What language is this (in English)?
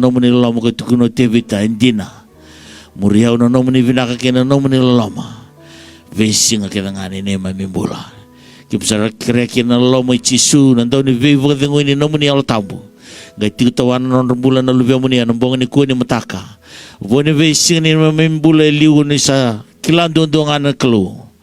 Fijian